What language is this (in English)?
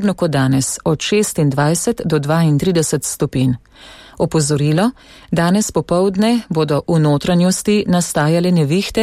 Slovenian